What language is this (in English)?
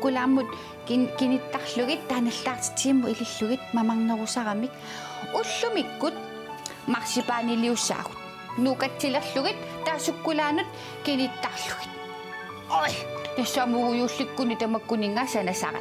Kalaallisut